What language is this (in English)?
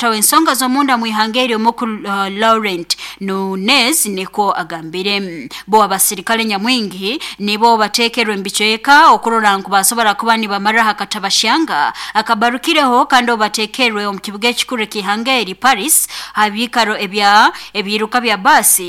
Nyoro